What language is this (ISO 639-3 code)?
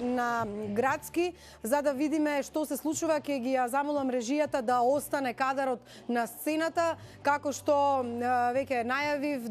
mkd